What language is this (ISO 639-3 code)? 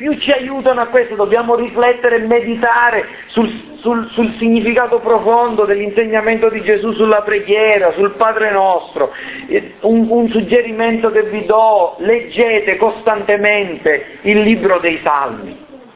ita